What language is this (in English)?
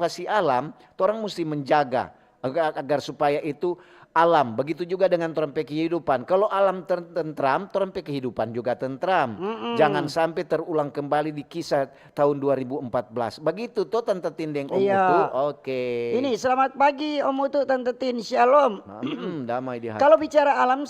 Manado Malay